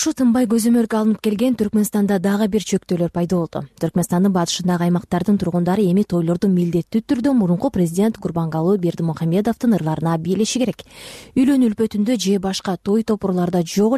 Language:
Kyrgyz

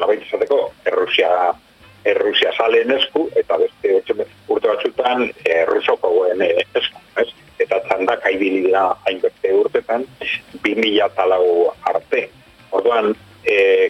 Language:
Basque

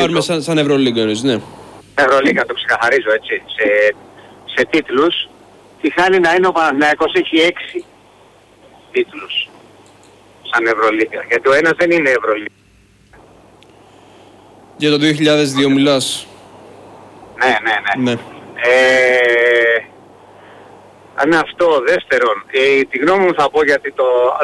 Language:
Greek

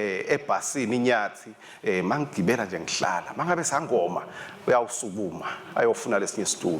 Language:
Swati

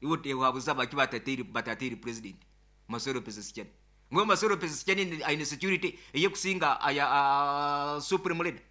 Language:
Nyankole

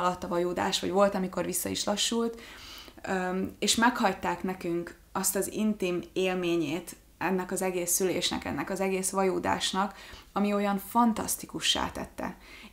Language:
Hungarian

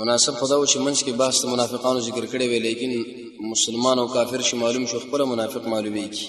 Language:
Pashto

